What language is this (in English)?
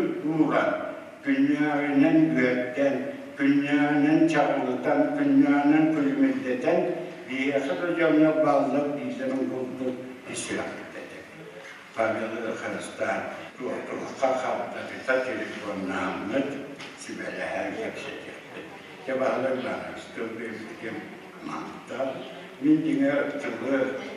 Yakut